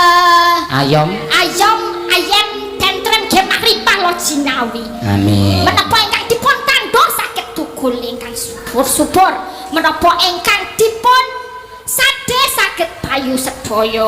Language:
Javanese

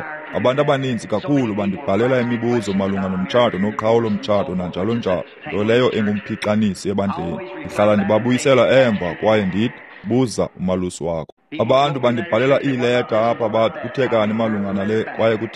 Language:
Xhosa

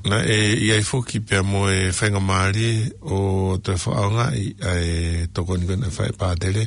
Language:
Tongan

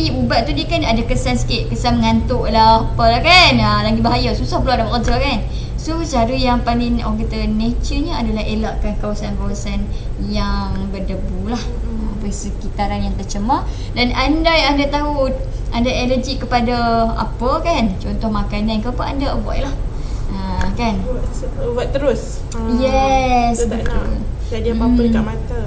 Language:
Malay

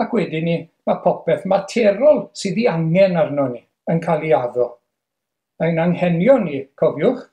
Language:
Welsh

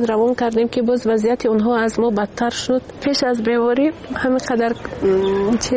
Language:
Persian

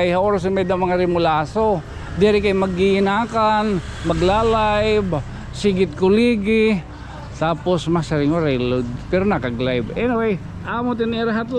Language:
Waray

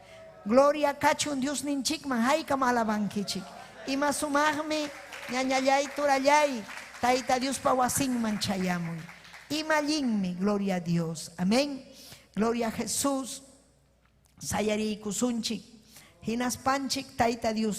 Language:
Ayacucho Quechua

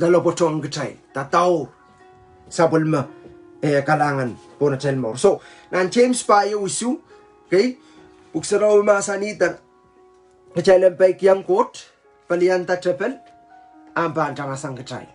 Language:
Pohnpeian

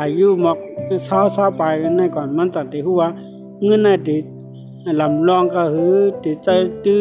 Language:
Shan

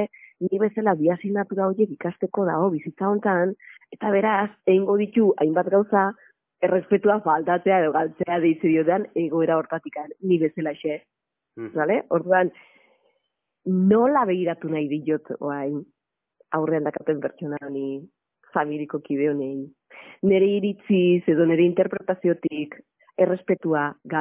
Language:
Basque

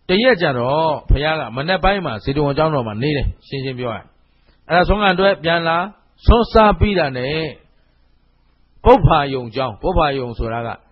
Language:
Burmese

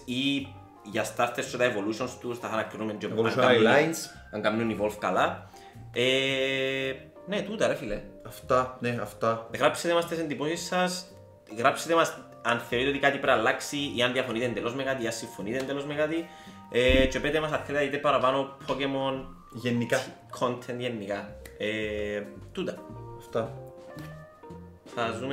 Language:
Greek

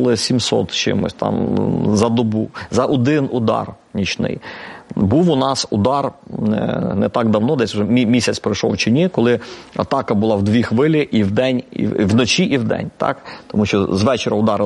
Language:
Ukrainian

